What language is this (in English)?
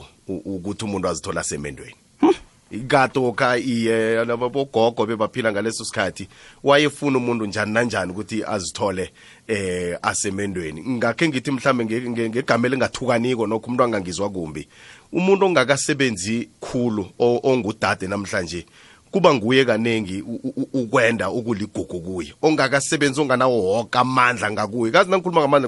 South Ndebele